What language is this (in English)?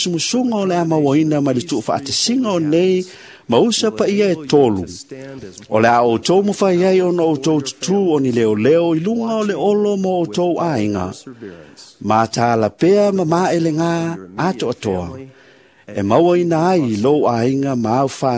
Samoan